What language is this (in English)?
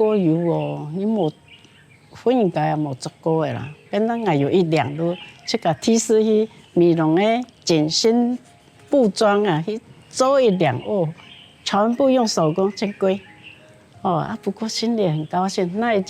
Hakka Chinese